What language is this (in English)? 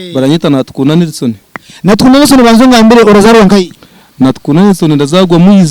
Nyankole